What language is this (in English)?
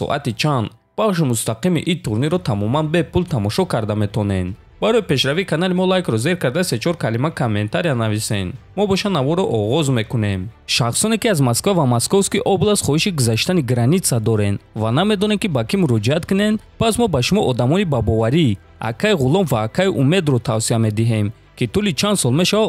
Tajik